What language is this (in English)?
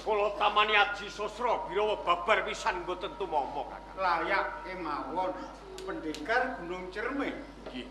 Javanese